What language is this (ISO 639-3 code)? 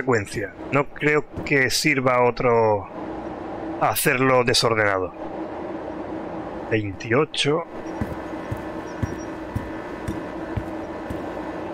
spa